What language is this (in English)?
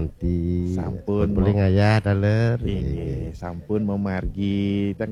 Balinese